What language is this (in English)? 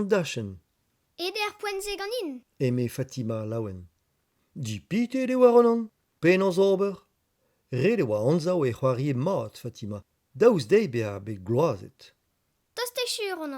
Breton